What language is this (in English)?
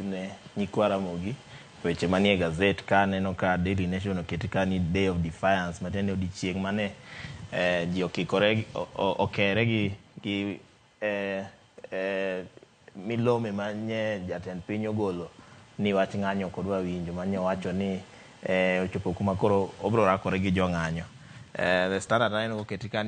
Luo (Kenya and Tanzania)